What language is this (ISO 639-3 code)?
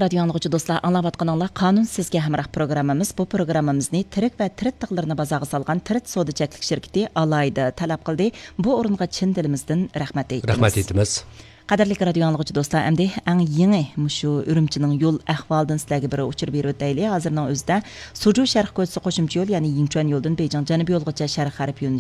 uig